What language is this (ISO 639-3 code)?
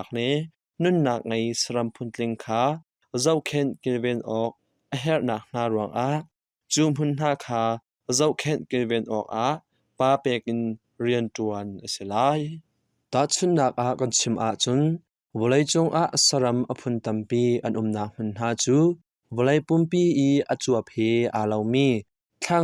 cnh